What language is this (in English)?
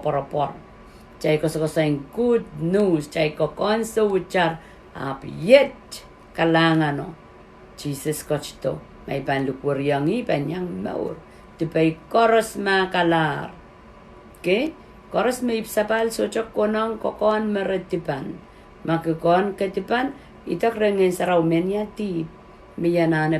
Pohnpeian